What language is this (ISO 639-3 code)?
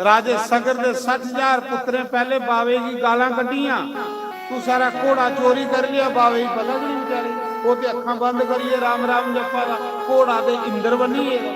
doi